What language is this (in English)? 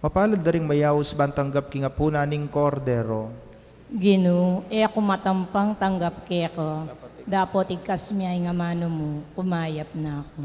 Pampanga